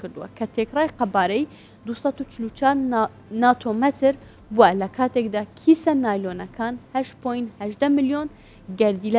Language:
Central Kurdish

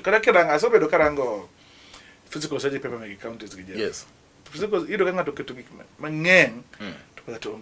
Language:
Luo (Kenya and Tanzania)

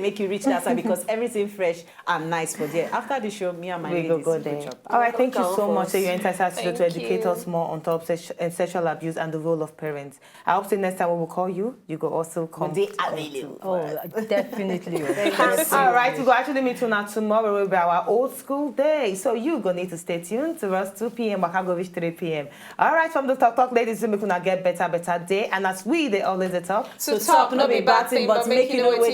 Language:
Nigerian Pidgin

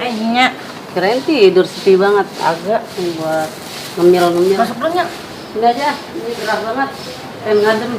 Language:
Betawi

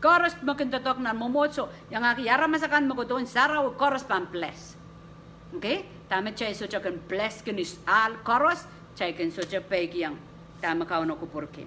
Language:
Pohnpeian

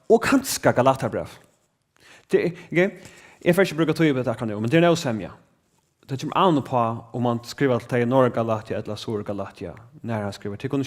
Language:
Faroese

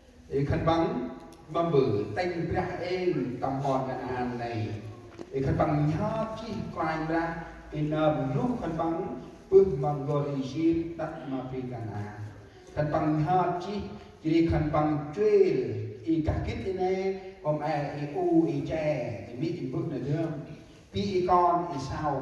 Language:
Central Mnong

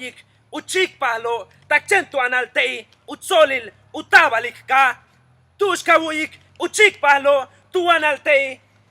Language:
Yucateco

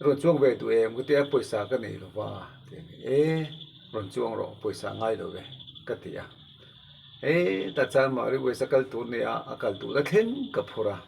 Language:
Mizo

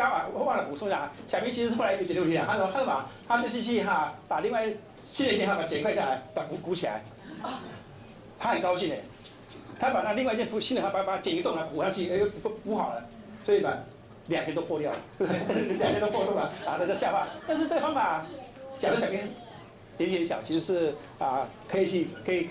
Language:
Chinese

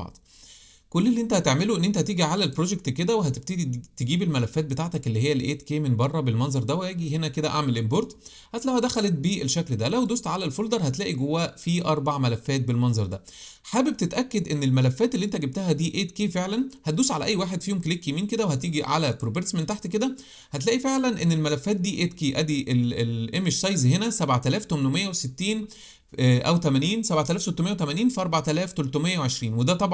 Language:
Egyptian Arabic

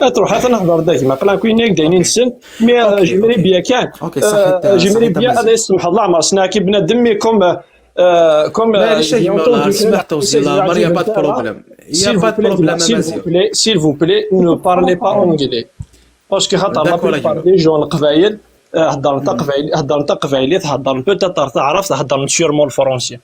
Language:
Kabyle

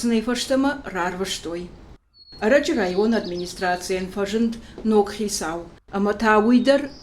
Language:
Ossetic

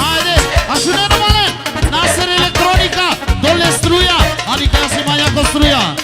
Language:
Romany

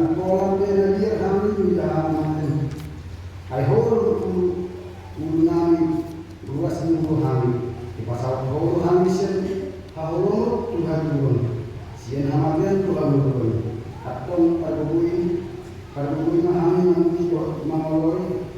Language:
Batak Toba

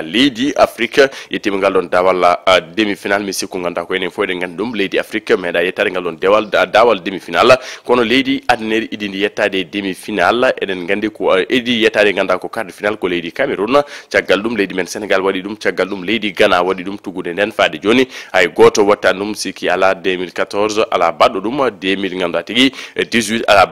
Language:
Fula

